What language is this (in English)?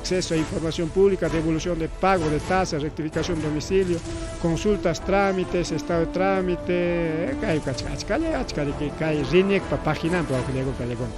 Ayacucho Quechua